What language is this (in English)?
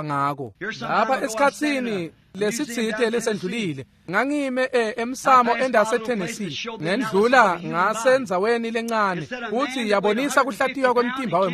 Swati